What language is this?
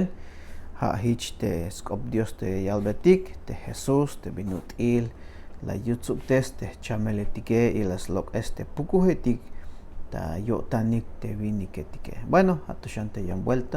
Tzeltal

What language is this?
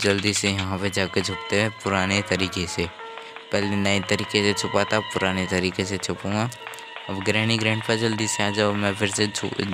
Hindi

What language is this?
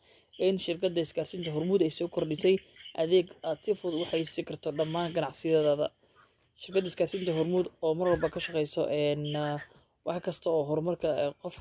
Somali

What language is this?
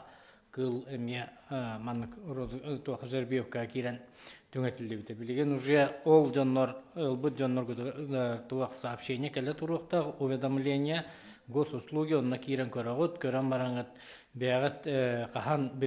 Yakut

